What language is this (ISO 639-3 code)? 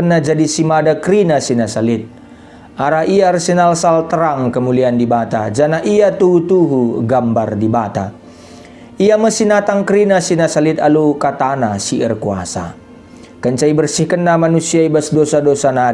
btx